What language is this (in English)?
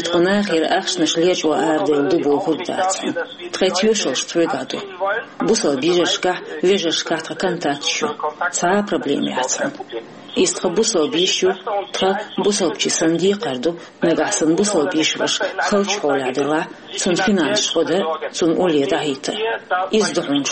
Chechen